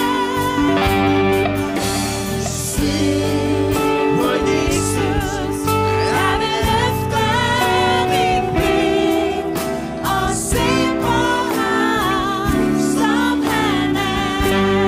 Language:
Danish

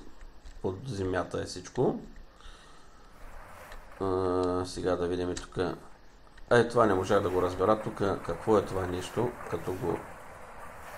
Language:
Bulgarian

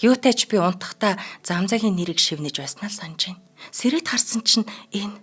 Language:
Mongolian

